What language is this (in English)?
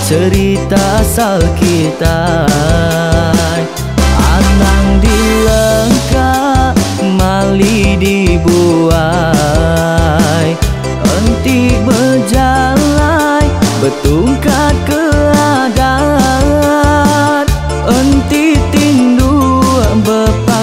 Iban